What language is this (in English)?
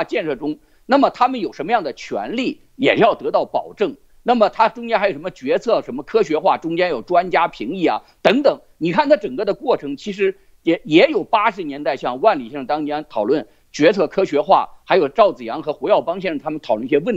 Chinese